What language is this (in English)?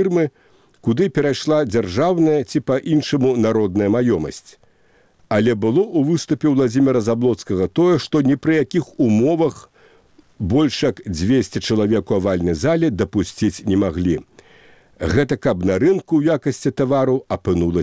Belarusian